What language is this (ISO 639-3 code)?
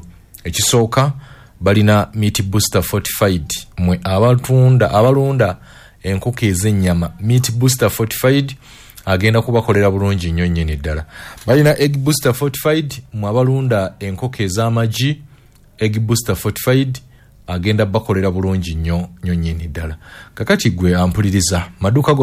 lug